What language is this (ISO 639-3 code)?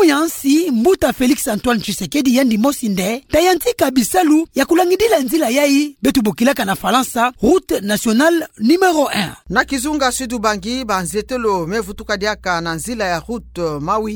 ktu